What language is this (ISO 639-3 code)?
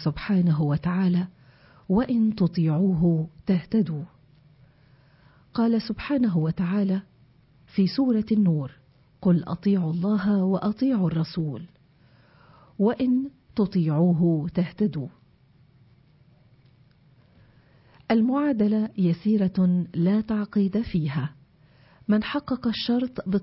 ara